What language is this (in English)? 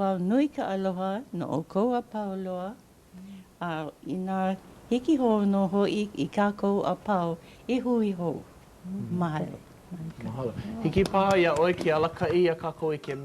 Hawaiian